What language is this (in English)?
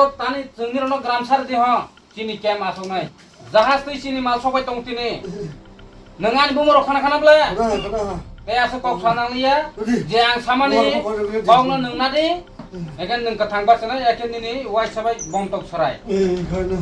Kok Borok